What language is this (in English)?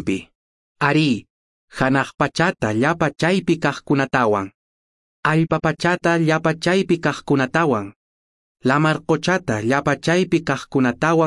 Quechua